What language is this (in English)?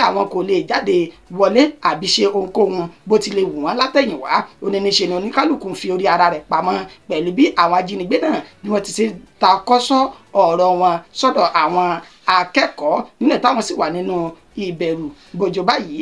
Yoruba